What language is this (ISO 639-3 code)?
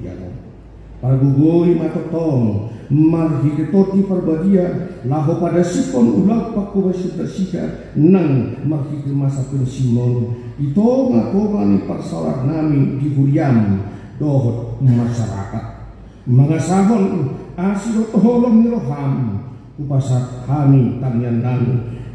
bbc